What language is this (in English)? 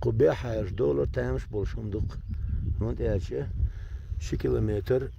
Chechen